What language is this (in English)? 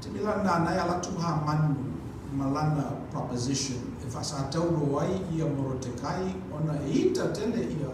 Samoan